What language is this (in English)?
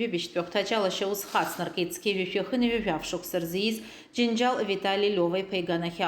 Abkhazian